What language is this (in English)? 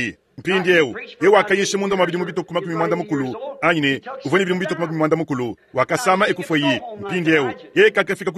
Luba-Lulua